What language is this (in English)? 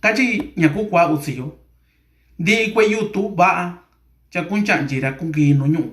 Mixtepec Mixtec